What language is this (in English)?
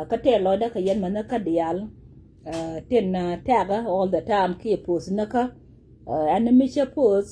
Nuer